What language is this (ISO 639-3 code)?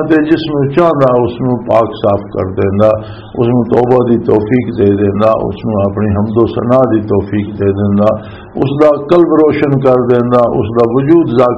lah